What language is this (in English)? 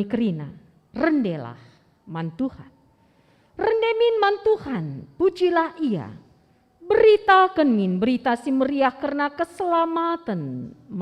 Batak Karo